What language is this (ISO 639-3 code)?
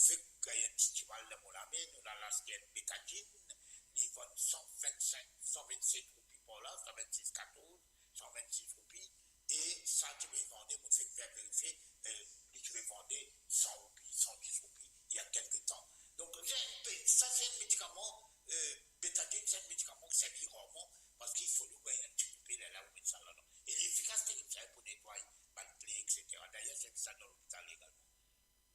mfe